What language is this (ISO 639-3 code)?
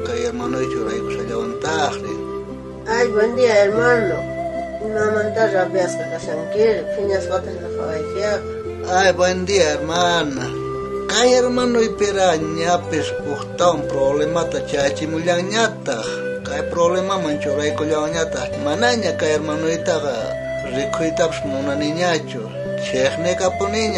quh